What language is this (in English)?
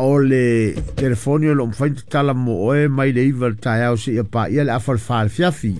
Samoan